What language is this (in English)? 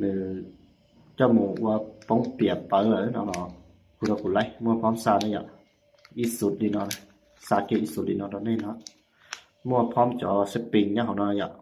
Hmong